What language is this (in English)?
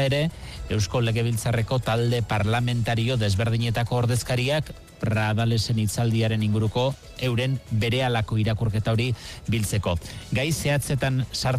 Basque